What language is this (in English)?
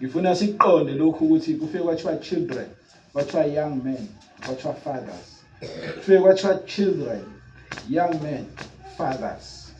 Zulu